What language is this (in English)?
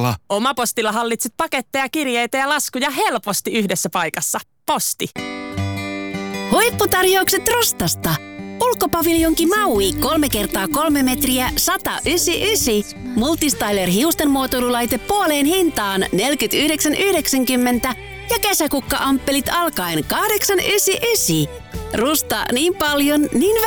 Finnish